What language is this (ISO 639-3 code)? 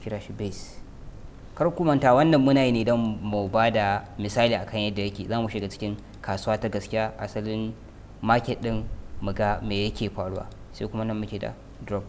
hau